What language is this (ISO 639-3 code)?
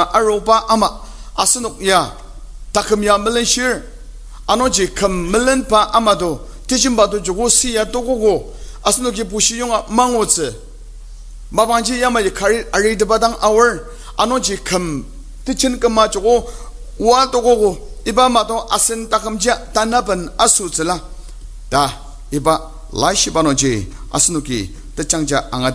njo